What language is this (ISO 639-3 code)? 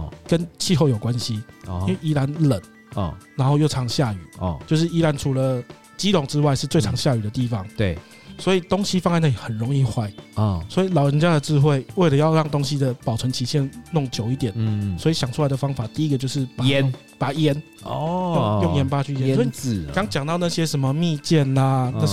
zho